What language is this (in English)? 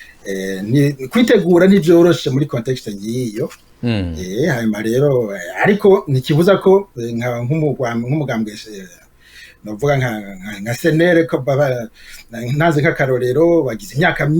Rundi